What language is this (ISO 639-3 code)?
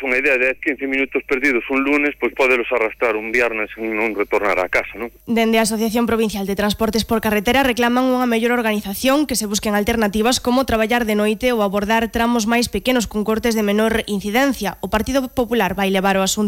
glg